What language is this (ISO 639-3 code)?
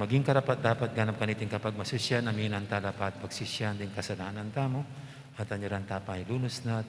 pam